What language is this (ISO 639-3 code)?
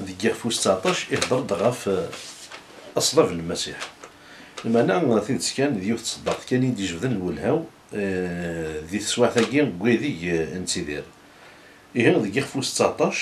kab